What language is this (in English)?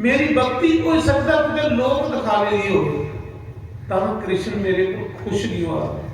Dogri